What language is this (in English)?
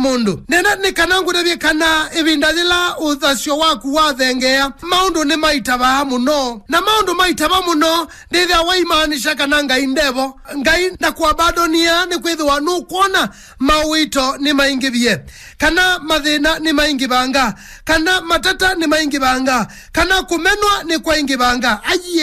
Kamba